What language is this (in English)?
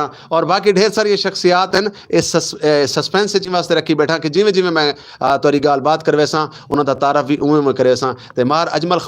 Western Panjabi